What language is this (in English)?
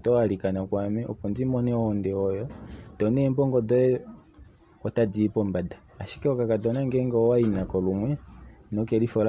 Kuanyama